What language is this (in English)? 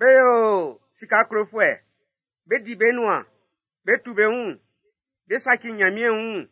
Baoulé